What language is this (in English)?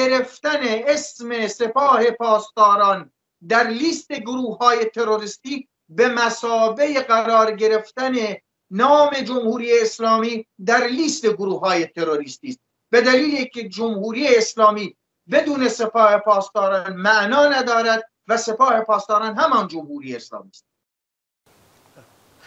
Persian